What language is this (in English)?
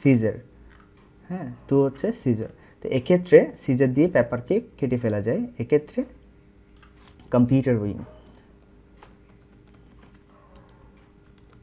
Bangla